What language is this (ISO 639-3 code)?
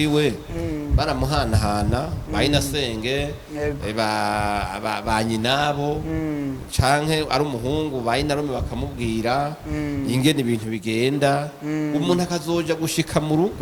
run